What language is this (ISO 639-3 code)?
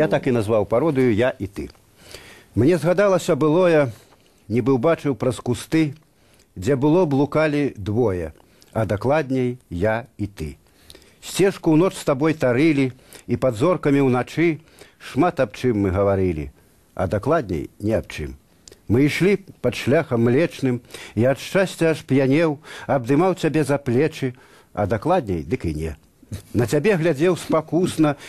bel